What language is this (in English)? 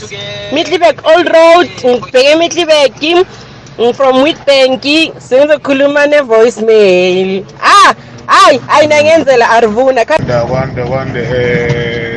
South Ndebele